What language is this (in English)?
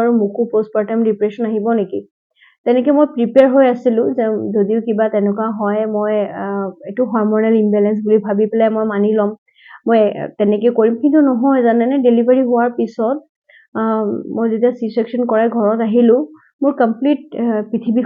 Assamese